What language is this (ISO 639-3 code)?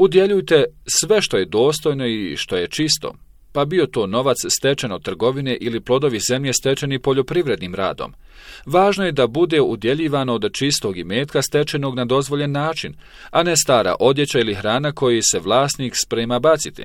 bos